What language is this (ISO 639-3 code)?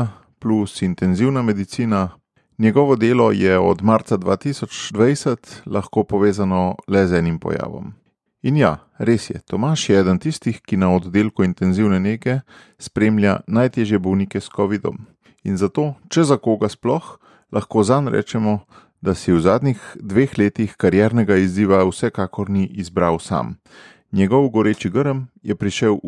slv